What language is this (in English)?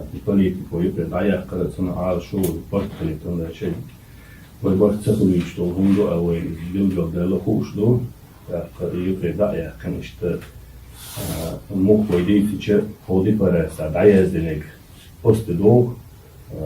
Chechen